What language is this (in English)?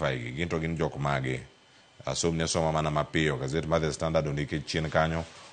Luo (Kenya and Tanzania)